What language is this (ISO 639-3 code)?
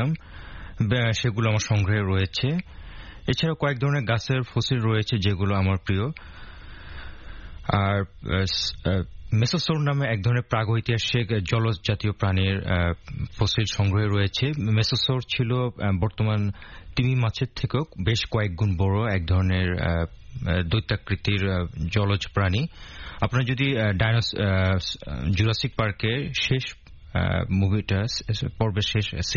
ben